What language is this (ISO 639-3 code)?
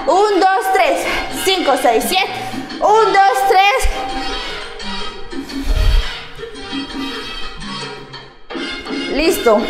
spa